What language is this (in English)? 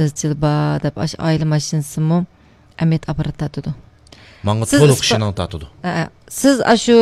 Uyghur